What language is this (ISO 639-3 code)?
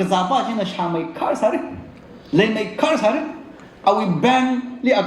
nmf